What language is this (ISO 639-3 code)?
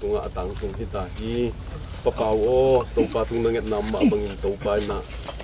ctd